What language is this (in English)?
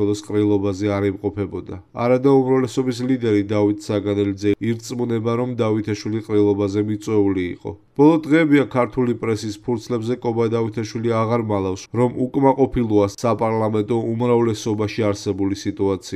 Georgian